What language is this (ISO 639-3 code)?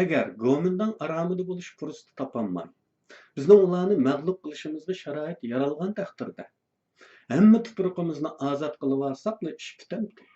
uig